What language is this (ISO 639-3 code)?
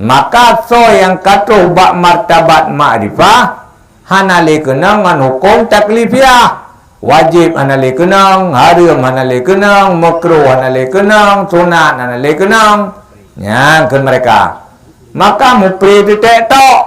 ace